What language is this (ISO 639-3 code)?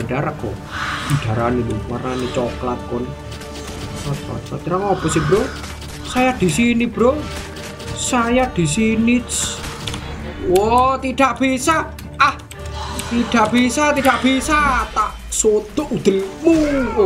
ind